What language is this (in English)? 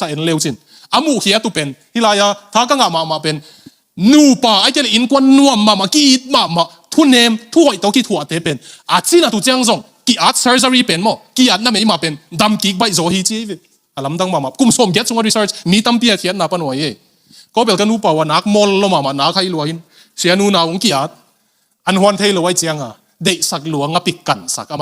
Tedim Chin